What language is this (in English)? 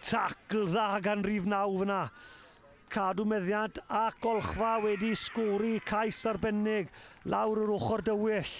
Welsh